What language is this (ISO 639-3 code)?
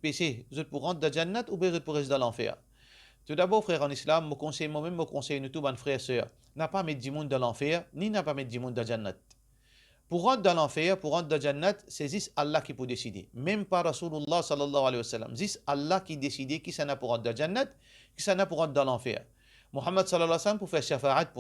mfe